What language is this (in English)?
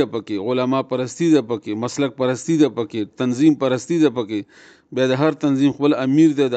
Pashto